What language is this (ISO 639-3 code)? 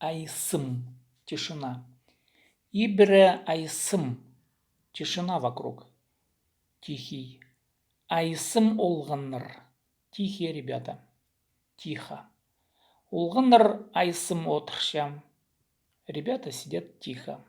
kjh